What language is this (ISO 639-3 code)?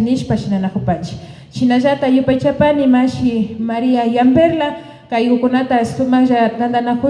qvi